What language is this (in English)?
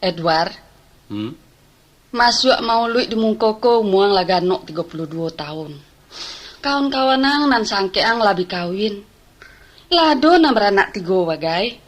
Minangkabau